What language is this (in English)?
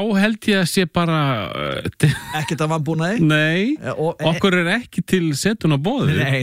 Icelandic